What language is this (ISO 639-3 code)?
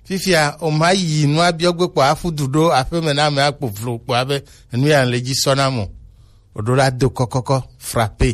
gej